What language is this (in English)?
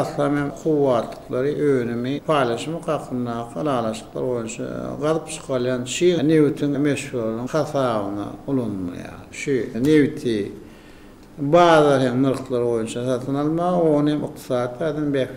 Turkmen